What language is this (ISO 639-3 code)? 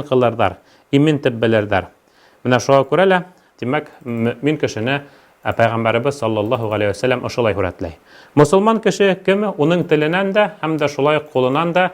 bak